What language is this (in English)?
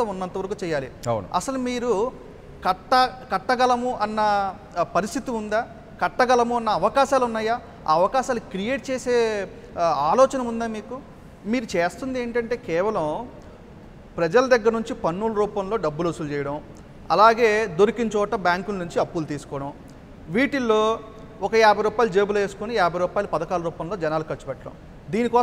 Telugu